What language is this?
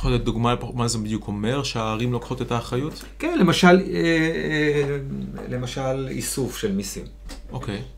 Hebrew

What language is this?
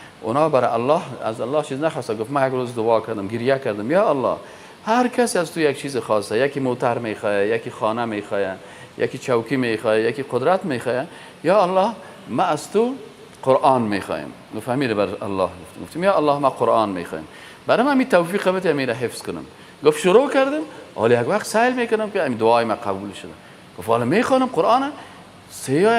Persian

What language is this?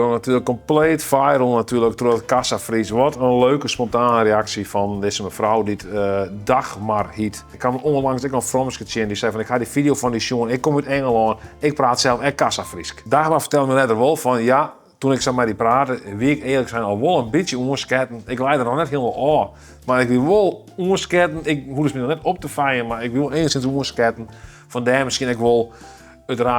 Western Frisian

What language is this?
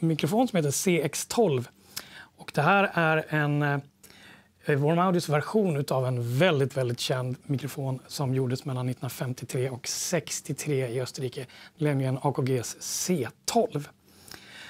Swedish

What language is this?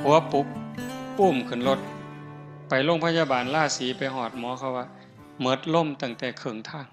Northeastern Thai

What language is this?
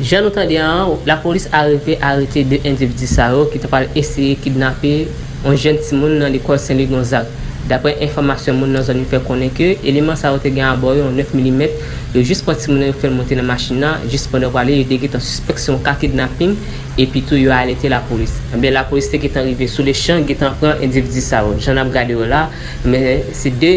Haitian Creole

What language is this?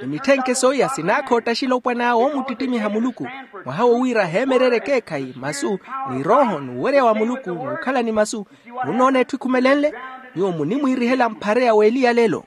Makhuwa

